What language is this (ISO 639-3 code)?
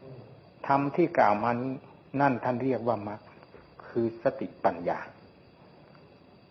tha